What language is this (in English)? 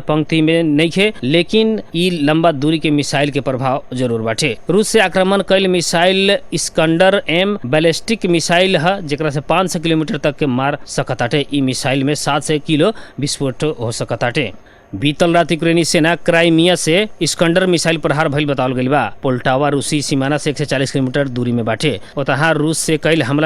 Bhojpuri